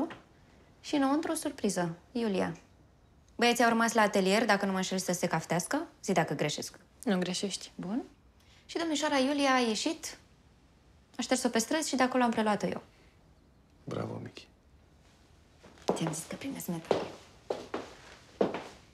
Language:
Romanian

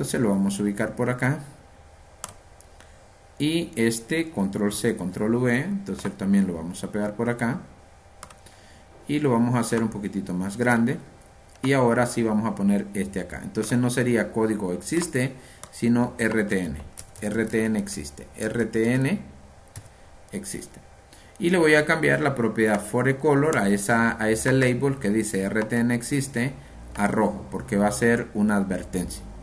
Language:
Spanish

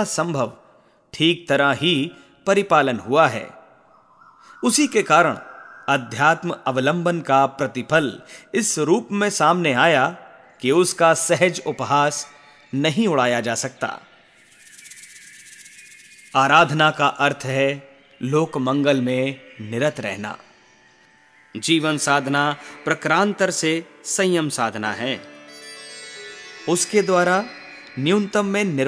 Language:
Hindi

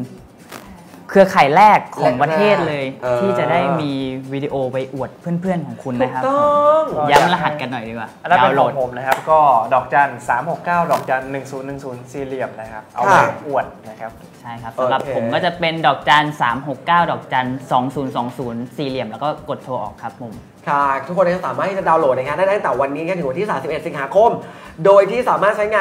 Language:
Thai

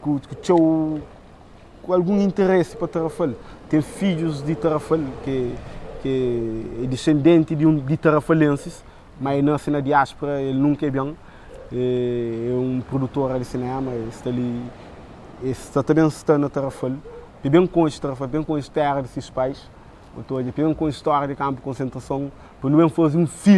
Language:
Kabuverdianu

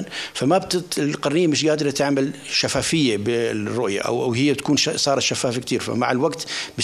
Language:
North Levantine Arabic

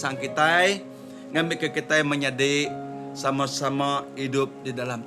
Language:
Iban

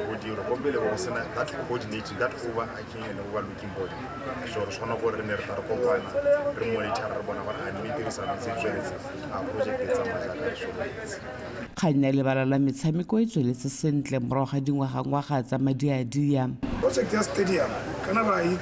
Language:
Tswana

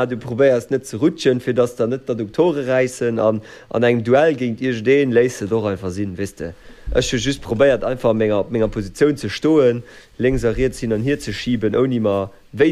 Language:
Luxembourgish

